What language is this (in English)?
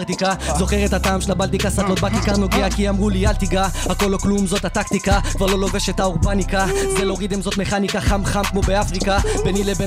Hebrew